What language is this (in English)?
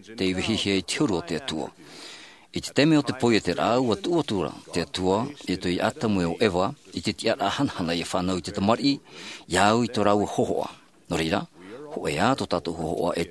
Tahitian